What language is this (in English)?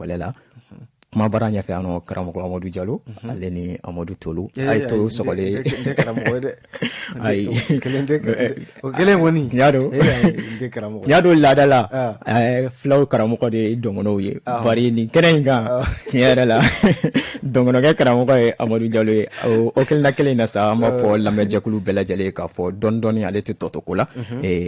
Bambara